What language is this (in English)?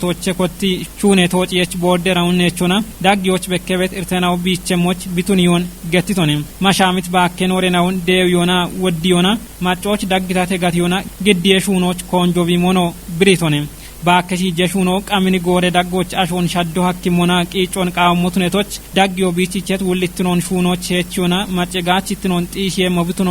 Kafa